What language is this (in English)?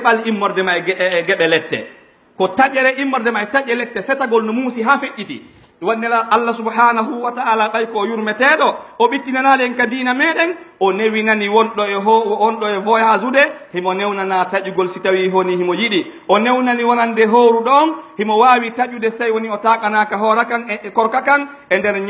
Pular